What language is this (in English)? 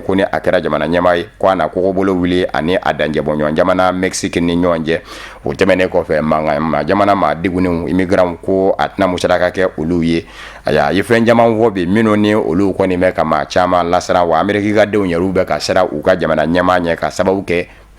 Bambara